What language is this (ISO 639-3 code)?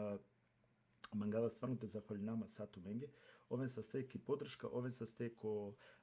rmn